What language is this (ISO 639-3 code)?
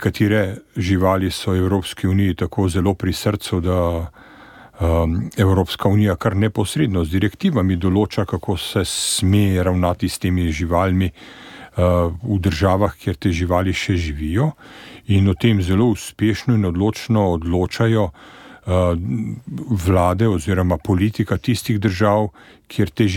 slv